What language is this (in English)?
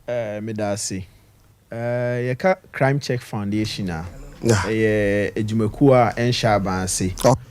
Akan